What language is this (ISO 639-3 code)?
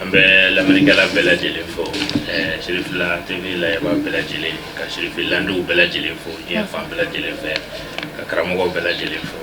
bam